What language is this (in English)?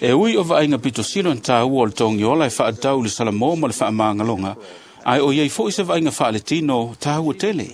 Samoan